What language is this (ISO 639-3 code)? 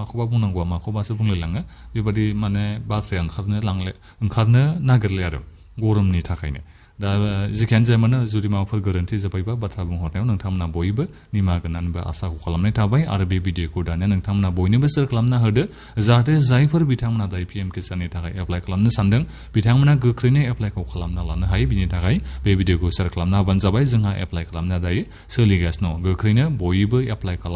brx